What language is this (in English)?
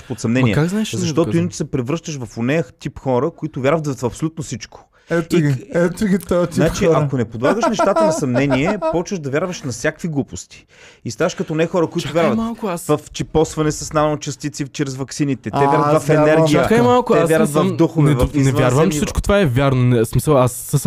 Bulgarian